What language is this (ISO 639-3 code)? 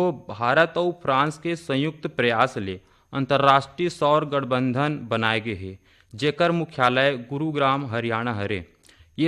hne